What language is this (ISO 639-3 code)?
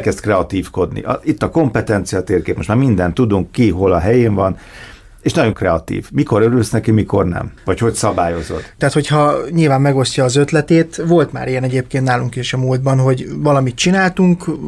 hun